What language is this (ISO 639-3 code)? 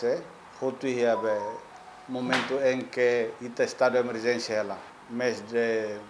tet